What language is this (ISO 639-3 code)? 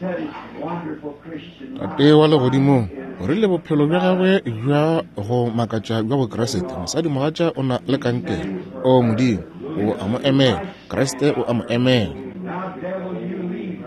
nso